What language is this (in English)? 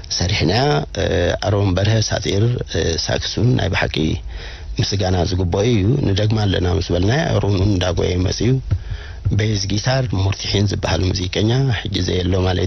Tigrinya